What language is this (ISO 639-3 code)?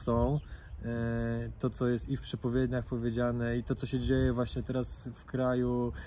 pol